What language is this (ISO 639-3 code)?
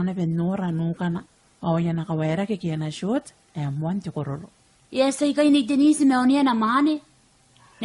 gil